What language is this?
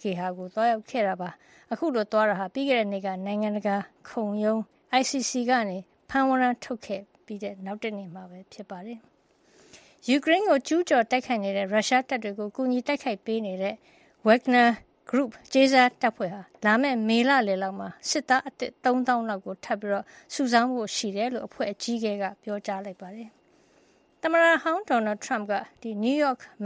Burmese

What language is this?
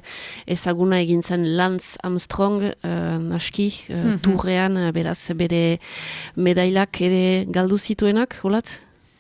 Basque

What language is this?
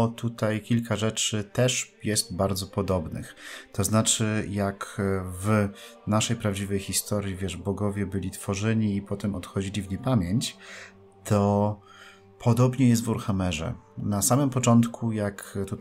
Polish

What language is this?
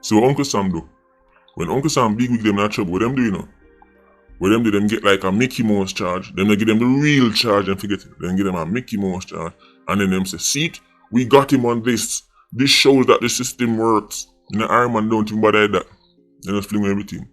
Jamaican Creole English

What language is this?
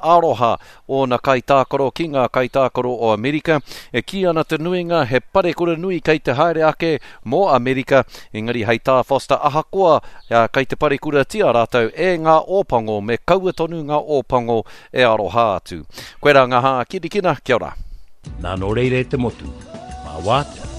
Māori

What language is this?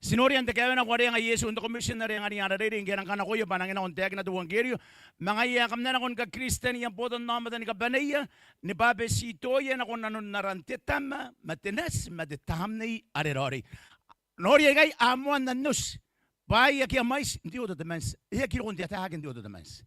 Gilbertese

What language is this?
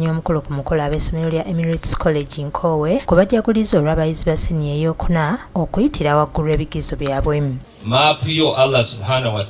Ganda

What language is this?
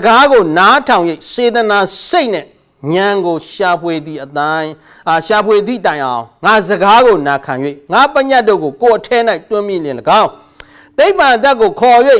Burmese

